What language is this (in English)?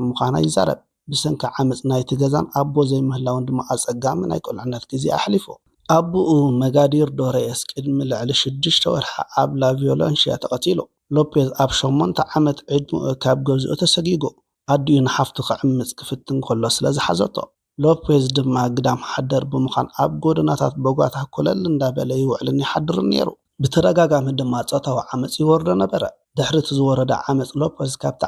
Tigrinya